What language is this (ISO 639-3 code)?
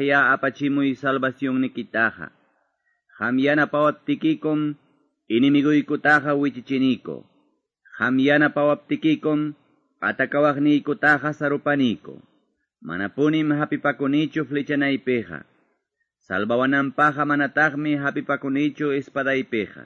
que